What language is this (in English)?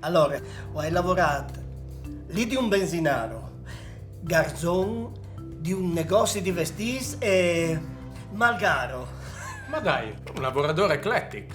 Friulian